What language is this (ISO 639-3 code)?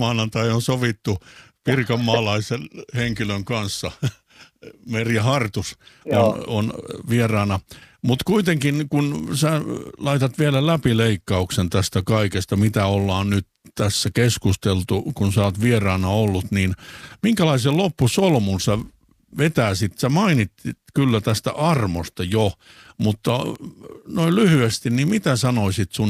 fin